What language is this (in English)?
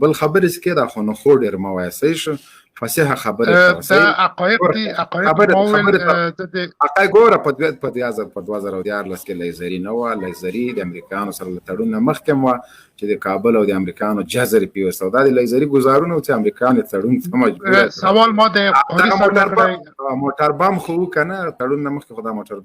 Pashto